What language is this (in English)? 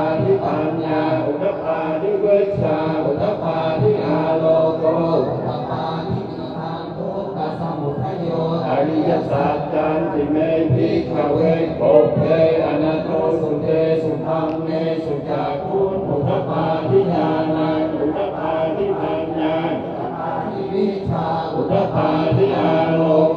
Pali